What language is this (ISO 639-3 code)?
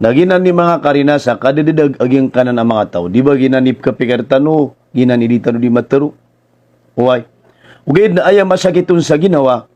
mrw